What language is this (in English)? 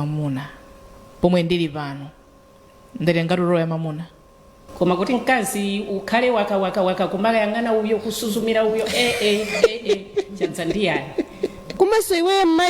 Nyanja